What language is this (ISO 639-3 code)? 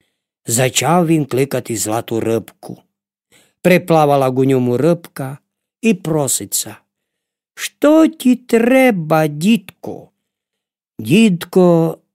rue